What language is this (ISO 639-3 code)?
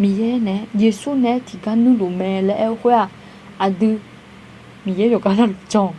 ahk